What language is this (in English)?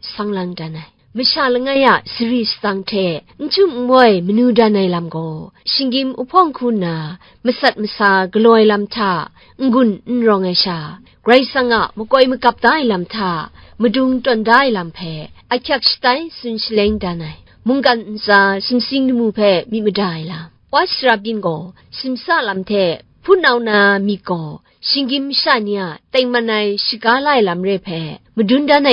Kachin